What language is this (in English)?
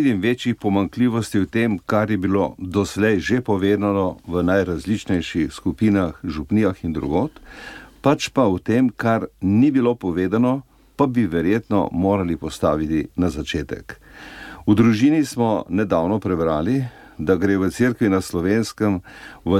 Slovenian